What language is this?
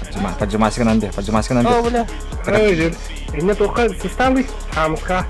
Yakut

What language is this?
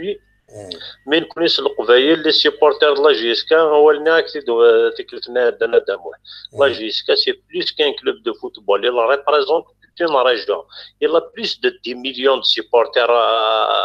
Kabyle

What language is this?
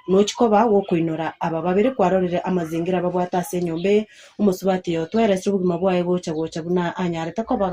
Gusii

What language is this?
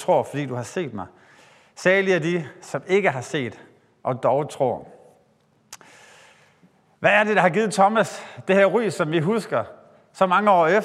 Danish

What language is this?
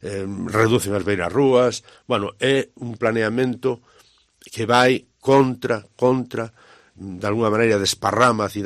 Galician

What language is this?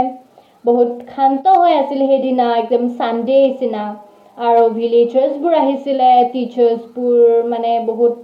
Assamese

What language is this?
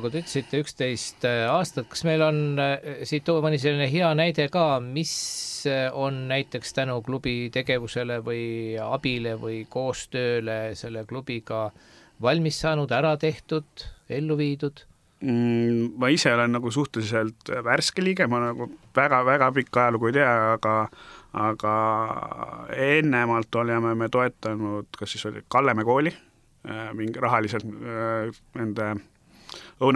Estonian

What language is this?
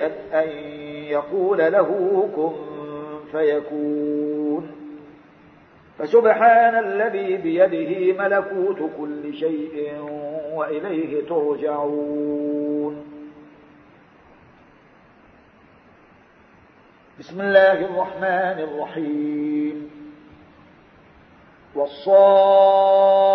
Arabic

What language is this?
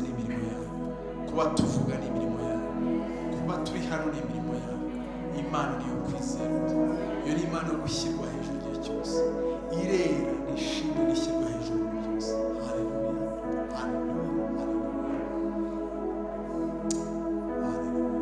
Kinyarwanda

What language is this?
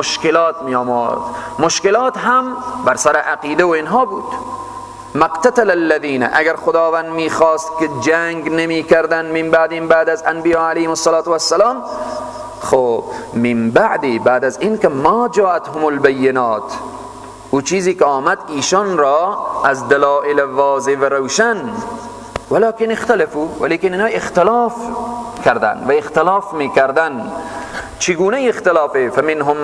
Persian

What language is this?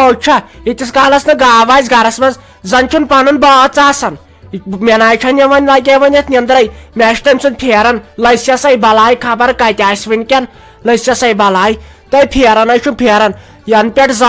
Kashmiri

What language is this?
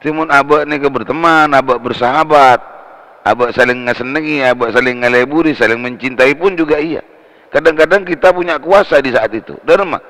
Madurese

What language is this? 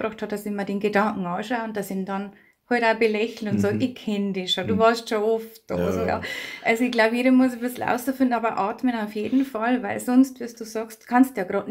Bavarian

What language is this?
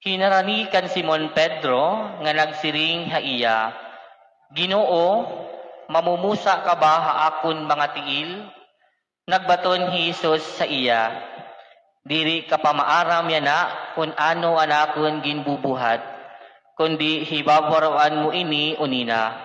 Waray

